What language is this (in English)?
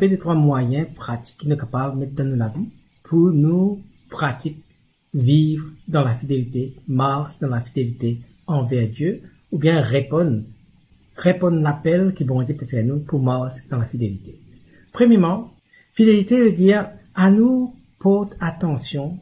Morisyen